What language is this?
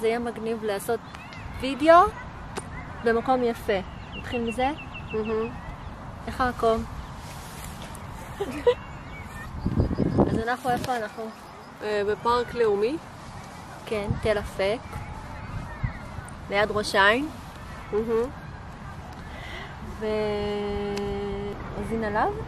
Hebrew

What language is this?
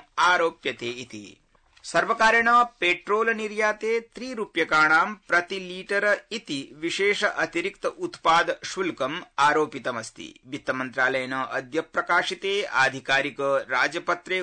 Sanskrit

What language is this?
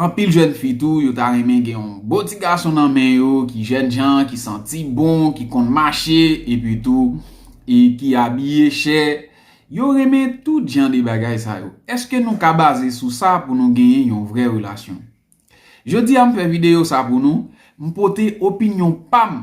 Haitian Creole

